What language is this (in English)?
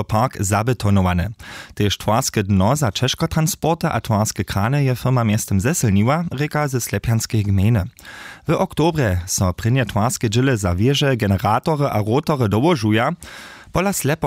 Upper Sorbian